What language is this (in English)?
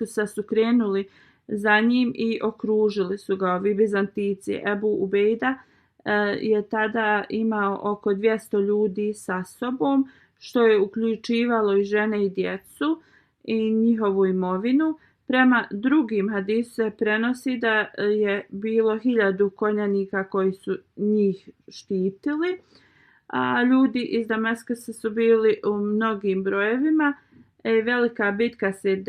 Bosnian